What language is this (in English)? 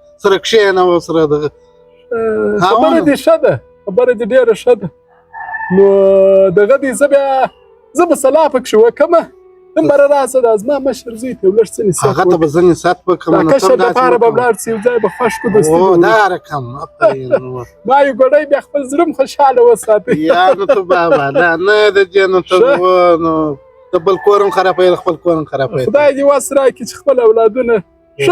Pashto